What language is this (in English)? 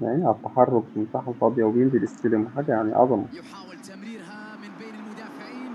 Egyptian Arabic